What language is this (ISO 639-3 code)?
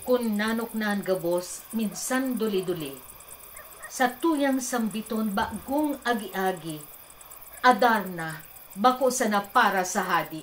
bik